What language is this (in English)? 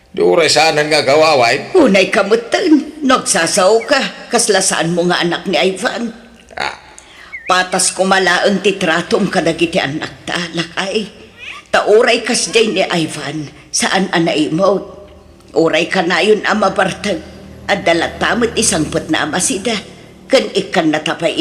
Iloko